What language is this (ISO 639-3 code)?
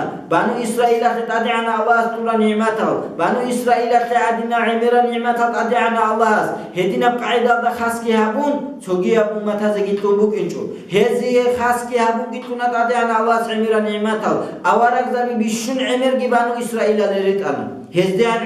ava